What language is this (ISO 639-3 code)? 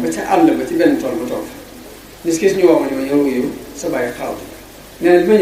wol